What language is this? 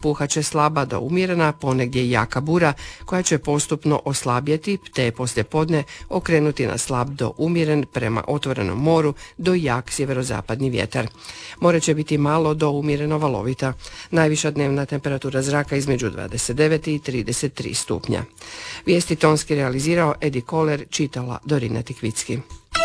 Croatian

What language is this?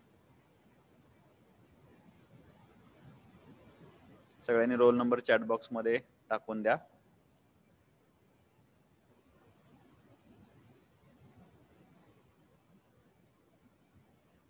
Marathi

